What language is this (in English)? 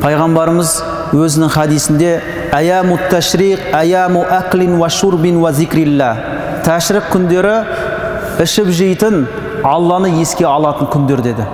Kazakh